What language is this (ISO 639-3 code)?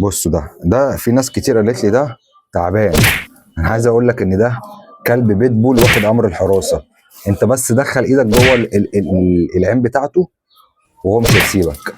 arz